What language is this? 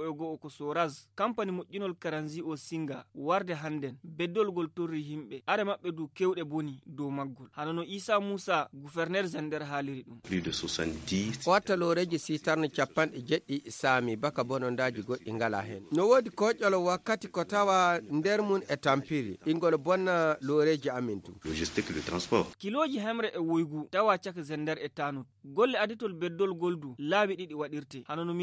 Fula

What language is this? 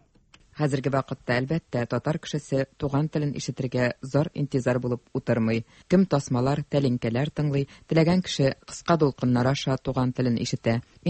Tatar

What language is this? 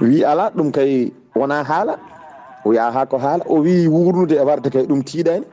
Fula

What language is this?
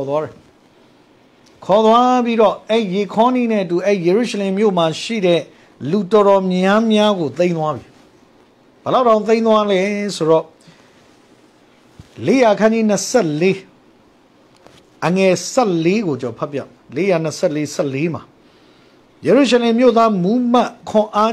Burmese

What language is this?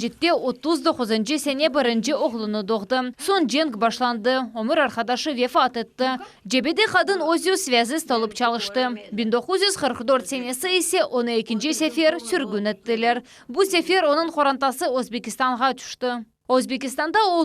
Crimean Tatar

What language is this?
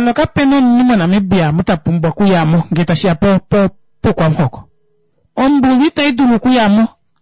Kuanyama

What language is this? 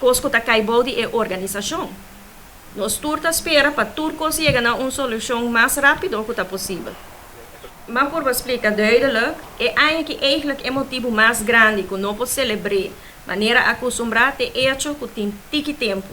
Papiamento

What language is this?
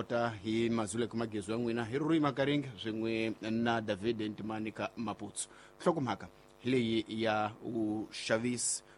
Tsonga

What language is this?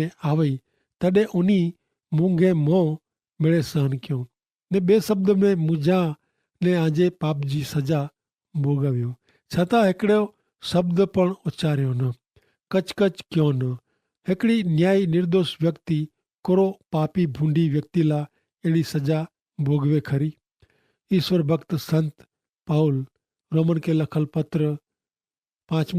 Kachhi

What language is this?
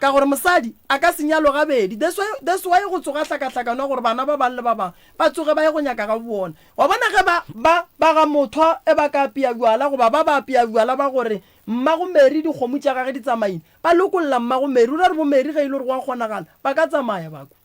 Northern Sotho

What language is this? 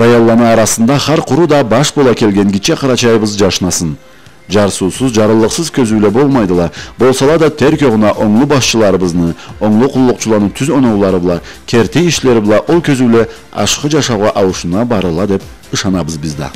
Karachay-Balkar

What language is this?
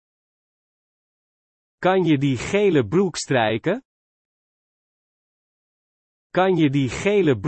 Dutch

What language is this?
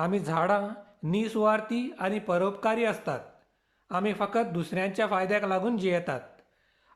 Konkani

